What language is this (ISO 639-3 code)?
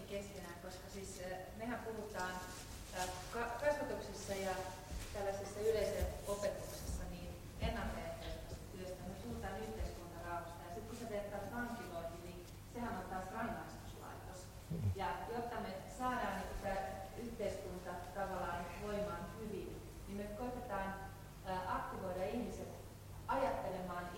fin